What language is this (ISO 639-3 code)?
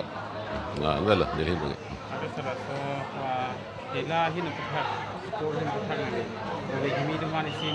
mjw